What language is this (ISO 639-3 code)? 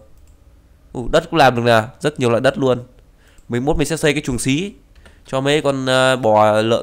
vie